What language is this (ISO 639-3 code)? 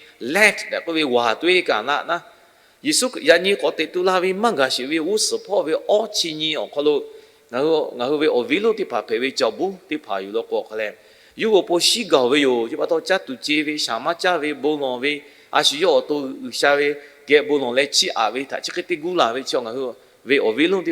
lhu